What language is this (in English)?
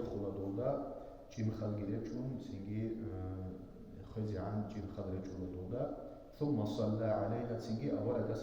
Avaric